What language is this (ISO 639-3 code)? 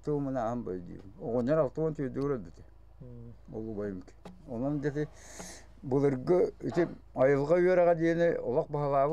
sah